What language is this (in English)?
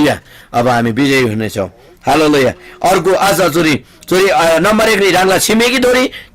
Eastern Tamang